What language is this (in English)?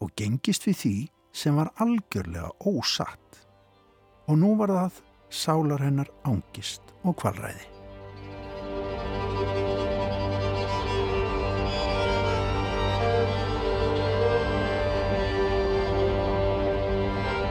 Icelandic